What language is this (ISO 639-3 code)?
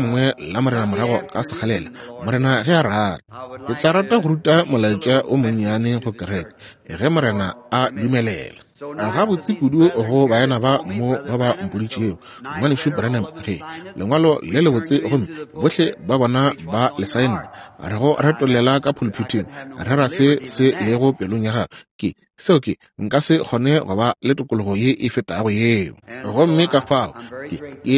nso